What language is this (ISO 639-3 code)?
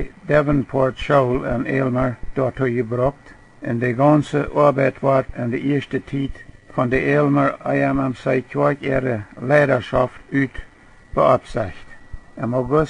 pdt